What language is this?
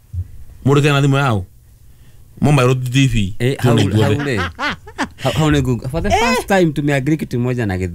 Kikuyu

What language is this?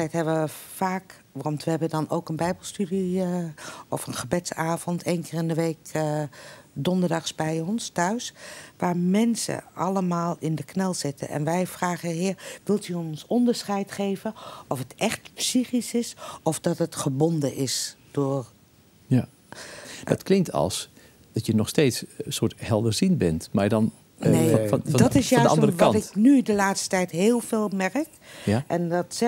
Dutch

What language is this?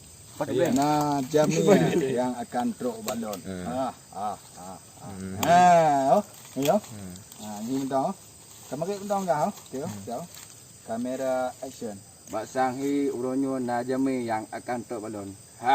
Achinese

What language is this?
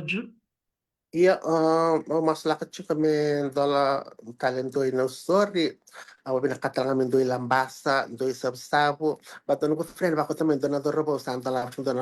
Fijian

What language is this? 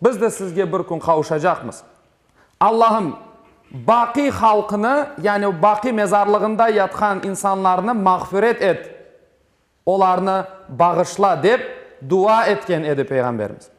Crimean Tatar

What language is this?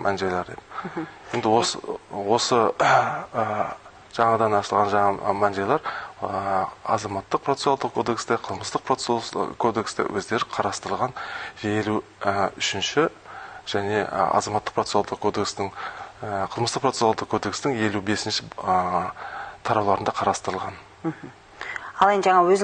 Kazakh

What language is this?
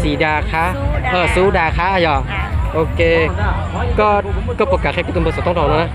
Hmong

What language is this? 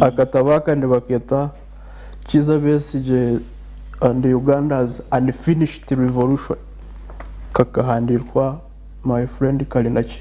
Nyankole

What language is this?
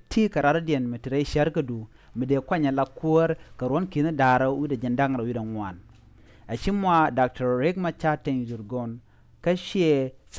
Nuer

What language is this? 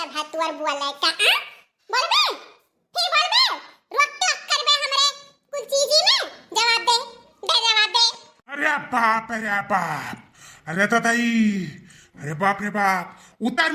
Awadhi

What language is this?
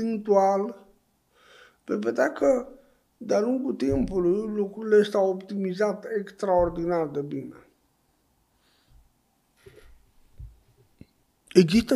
Romanian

